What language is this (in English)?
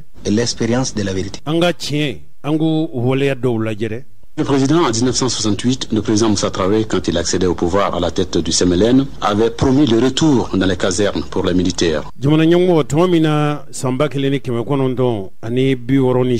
Bambara